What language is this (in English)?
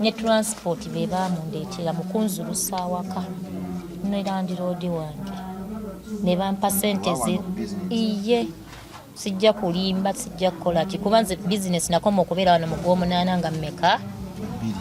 Ganda